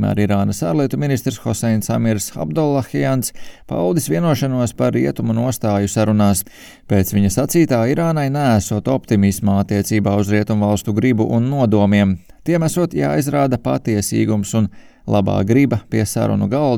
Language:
Latvian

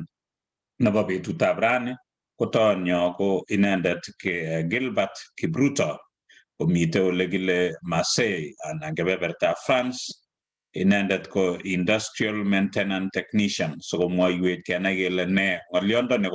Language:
Kalenjin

